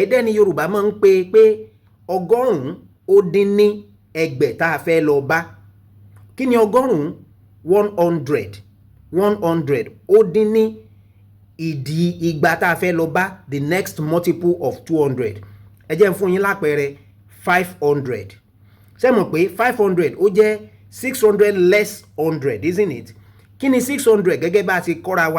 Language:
Yoruba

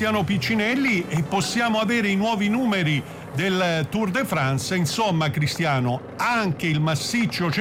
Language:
Italian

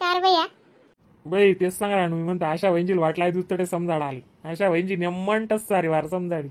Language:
Khandesi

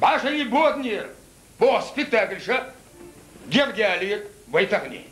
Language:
Chechen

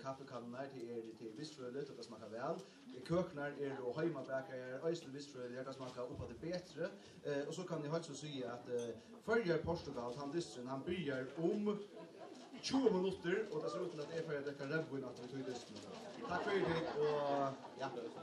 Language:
Faroese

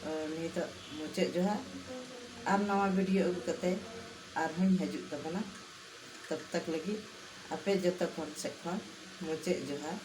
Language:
Santali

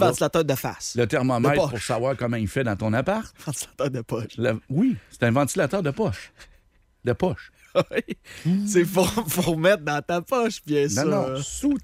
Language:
French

